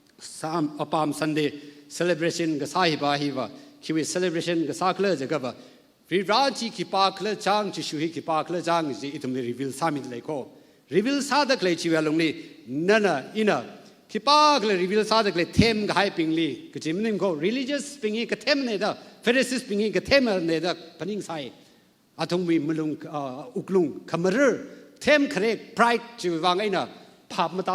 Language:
Tangkhul Naga (India)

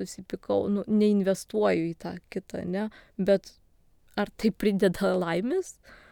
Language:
Lithuanian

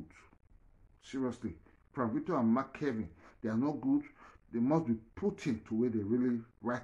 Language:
Nigerian Pidgin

